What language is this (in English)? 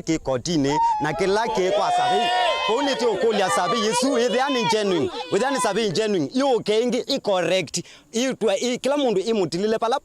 Kamba